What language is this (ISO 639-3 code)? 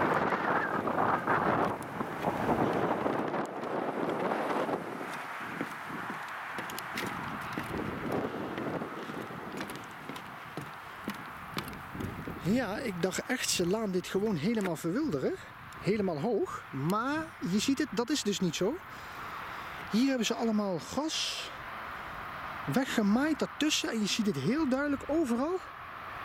nld